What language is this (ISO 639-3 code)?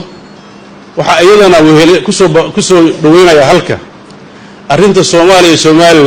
som